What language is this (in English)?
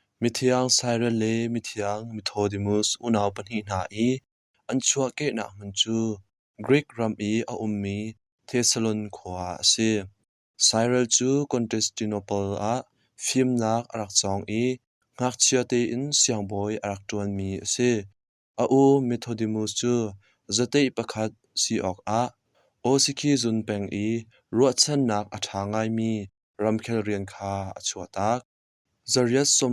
Hakha Chin